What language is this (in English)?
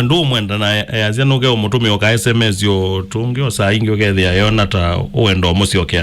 Kamba